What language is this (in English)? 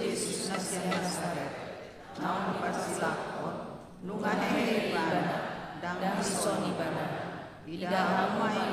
Batak Toba